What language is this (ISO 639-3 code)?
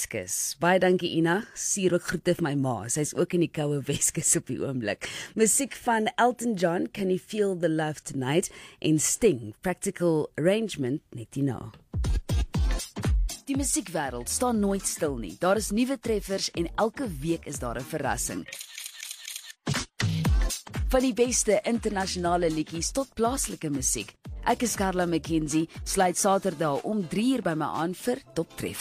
afr